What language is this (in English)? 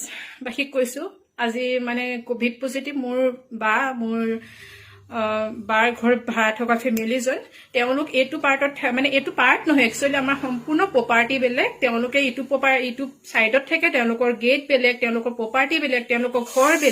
Assamese